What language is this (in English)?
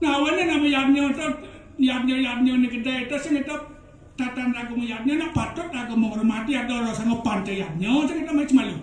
Balinese